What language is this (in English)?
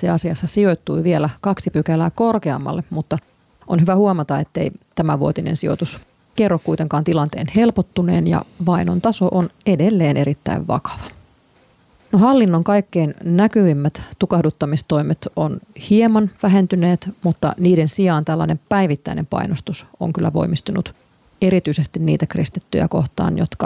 Finnish